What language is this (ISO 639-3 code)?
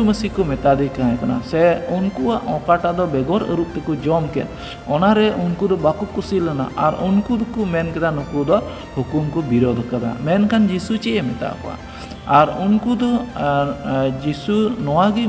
sat